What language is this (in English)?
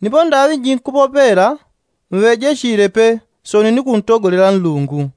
Yao